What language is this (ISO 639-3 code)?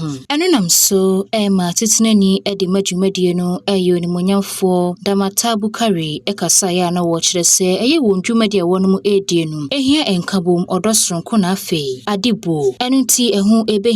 aka